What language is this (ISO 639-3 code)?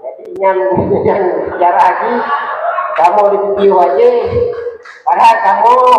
ace